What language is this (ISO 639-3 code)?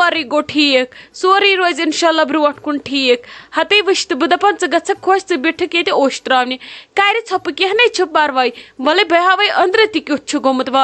kas